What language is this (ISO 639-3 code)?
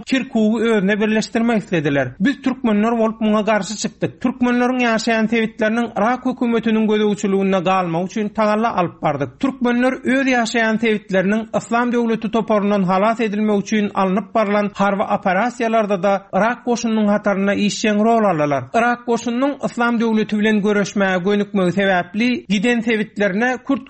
tuk